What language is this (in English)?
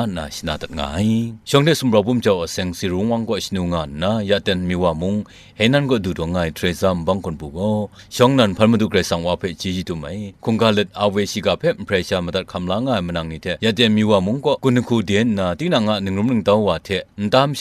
Kachin